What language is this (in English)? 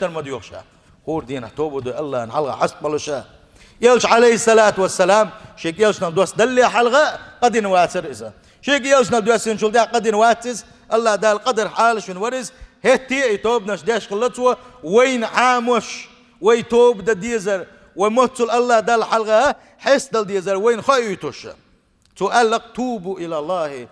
Chechen